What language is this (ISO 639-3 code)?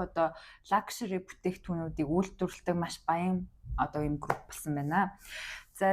mon